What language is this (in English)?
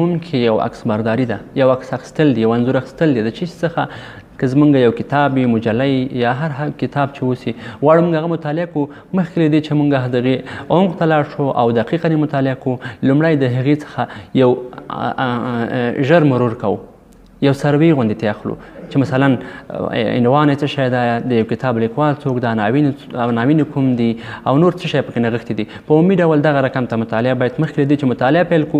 Pashto